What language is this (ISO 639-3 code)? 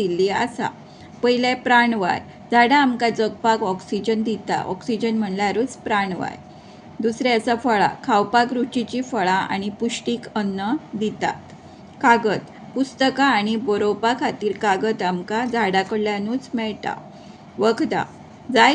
kok